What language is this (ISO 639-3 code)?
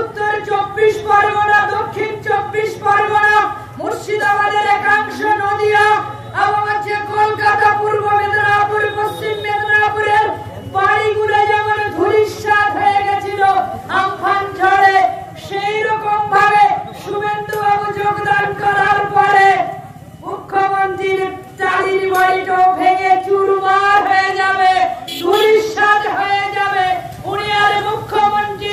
ben